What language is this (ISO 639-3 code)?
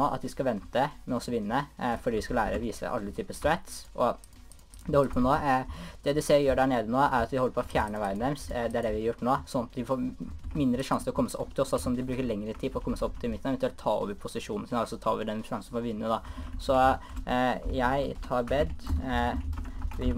nor